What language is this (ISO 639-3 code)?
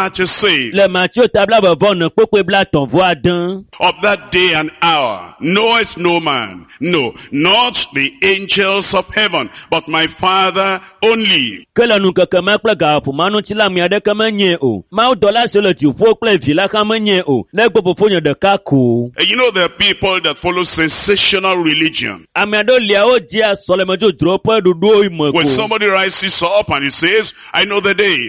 ewe